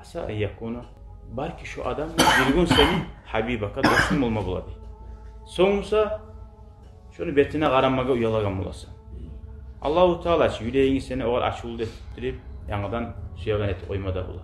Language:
Kumyk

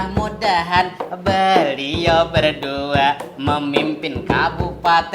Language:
Banjar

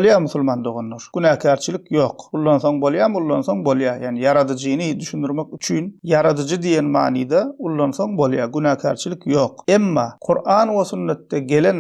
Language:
Turkmen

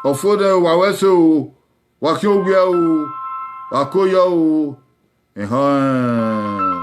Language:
Bini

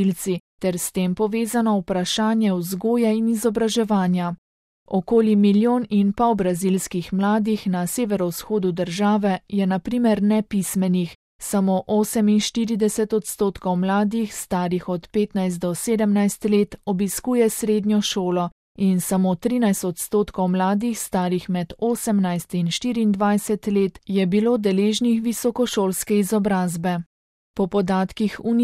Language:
Slovenian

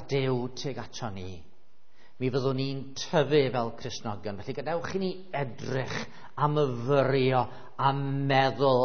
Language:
Welsh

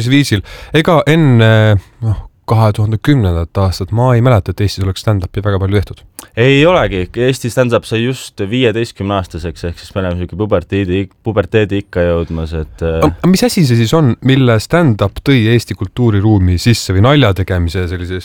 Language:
Estonian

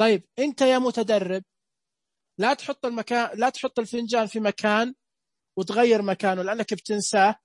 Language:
Najdi Arabic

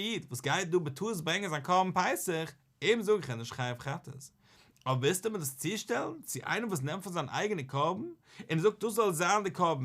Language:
Yiddish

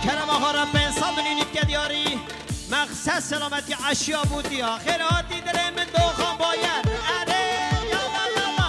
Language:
Kurdish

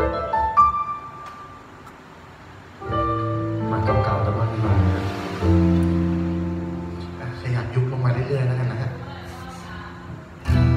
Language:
Thai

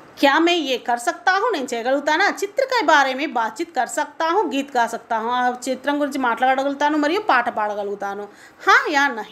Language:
Telugu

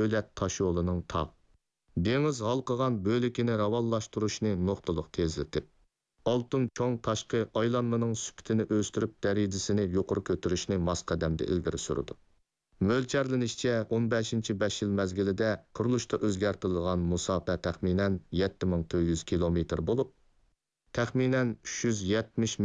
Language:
Uyghur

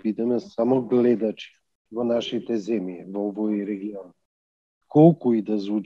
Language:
Macedonian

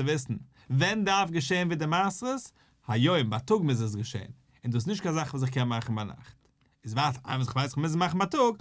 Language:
Yiddish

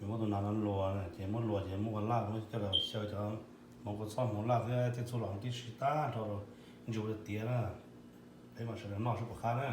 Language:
Hmong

